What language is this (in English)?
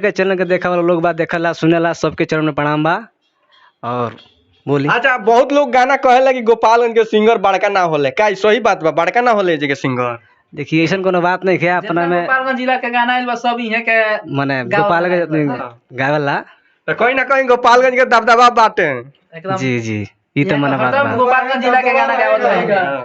Bhojpuri